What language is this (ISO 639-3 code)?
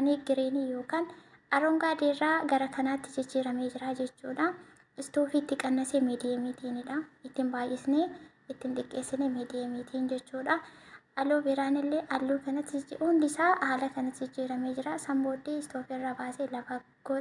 orm